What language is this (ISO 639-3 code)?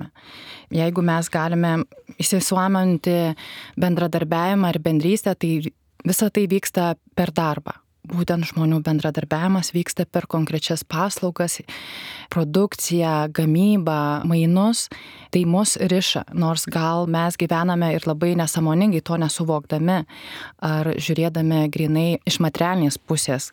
lit